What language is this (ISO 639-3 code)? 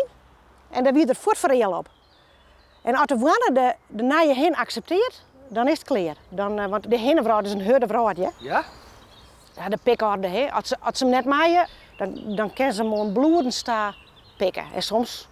fry